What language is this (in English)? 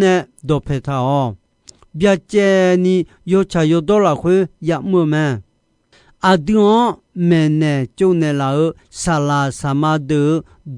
Akha